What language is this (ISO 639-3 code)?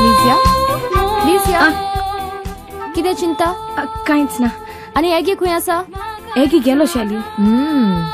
kok